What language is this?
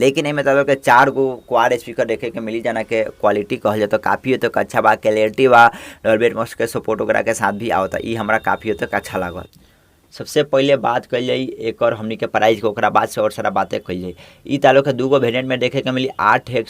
Bhojpuri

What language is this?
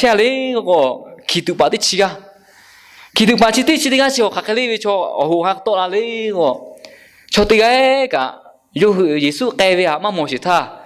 Lahu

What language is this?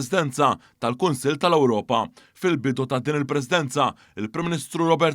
Maltese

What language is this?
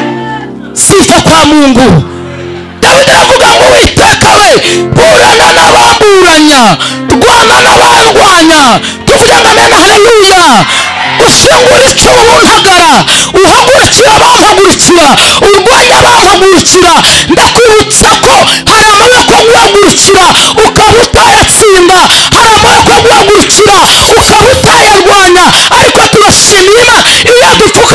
Kinyarwanda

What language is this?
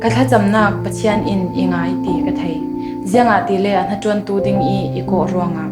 Falam Chin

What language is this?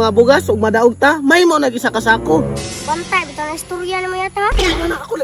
Cebuano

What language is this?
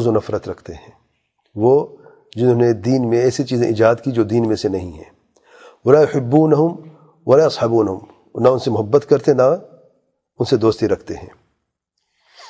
Urdu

